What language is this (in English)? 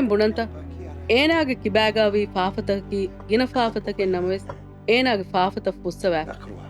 Divehi